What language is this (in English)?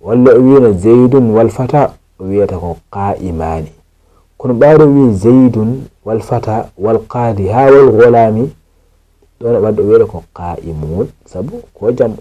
Fula